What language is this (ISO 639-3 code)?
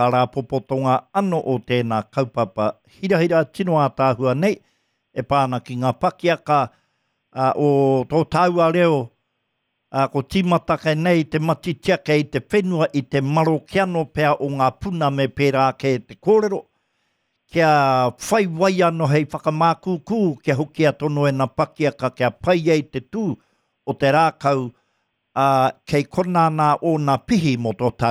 mri